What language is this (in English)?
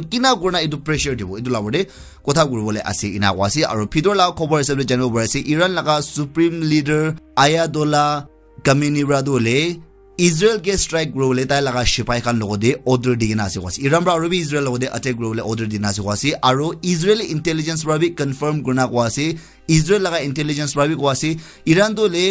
Naga Pidgin